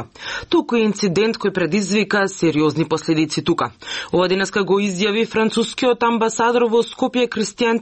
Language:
Macedonian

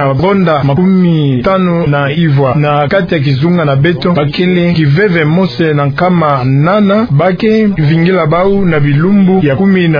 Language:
Kituba (Democratic Republic of Congo)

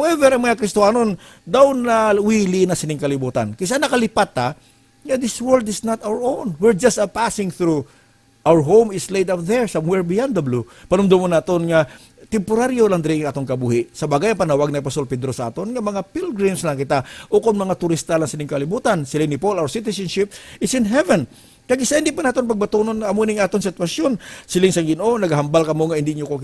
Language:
Hiligaynon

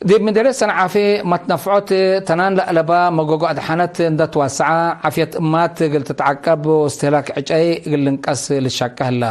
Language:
Tigre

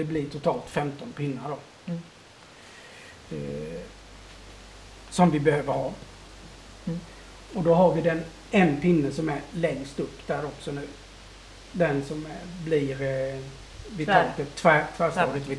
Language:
Swedish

